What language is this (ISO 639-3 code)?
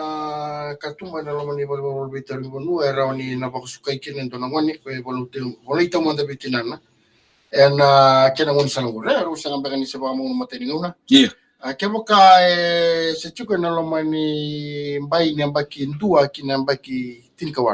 fij